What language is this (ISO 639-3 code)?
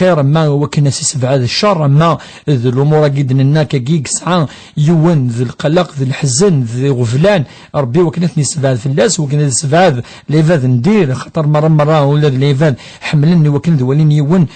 kab